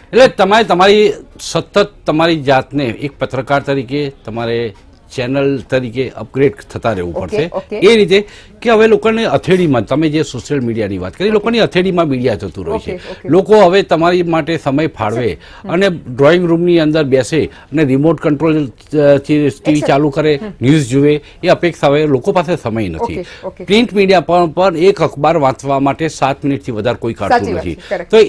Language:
Gujarati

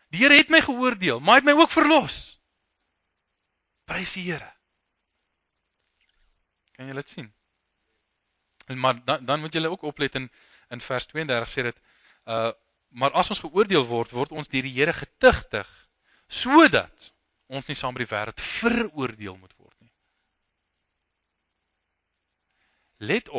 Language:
Afrikaans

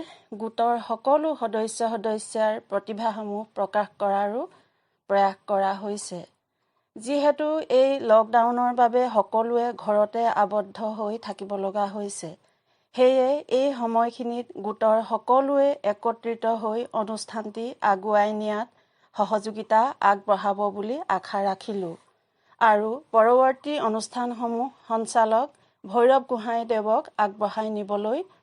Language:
Assamese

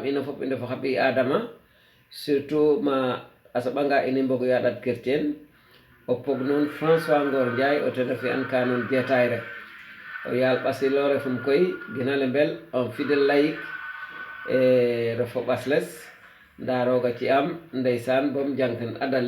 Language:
Wolof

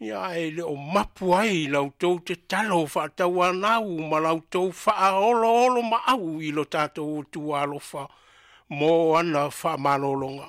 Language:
Samoan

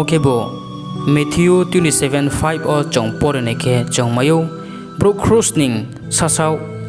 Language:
Riang (India)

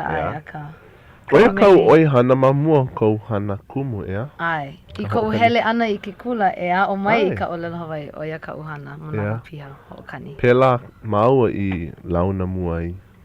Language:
Hawaiian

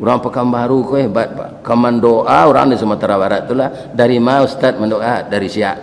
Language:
Minangkabau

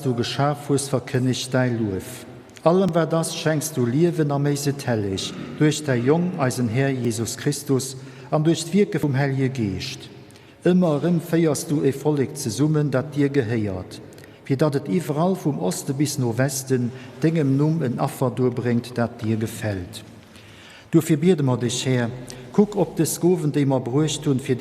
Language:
Luxembourgish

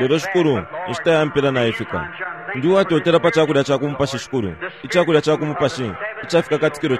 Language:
Bemba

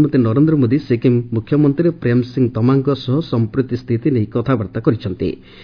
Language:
Odia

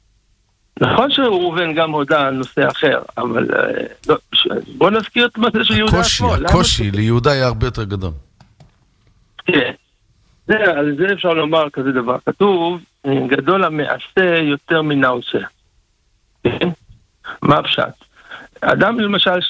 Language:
Hebrew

